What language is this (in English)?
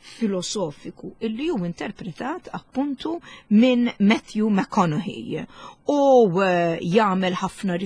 Maltese